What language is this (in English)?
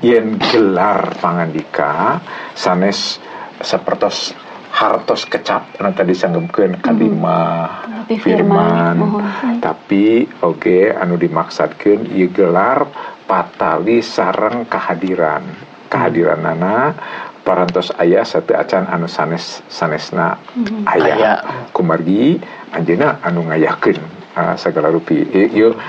Sundanese